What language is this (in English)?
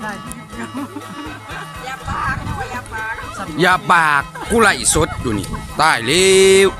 Lao